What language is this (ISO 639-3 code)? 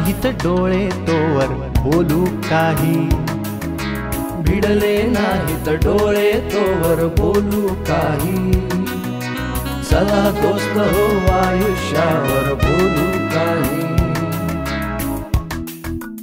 mar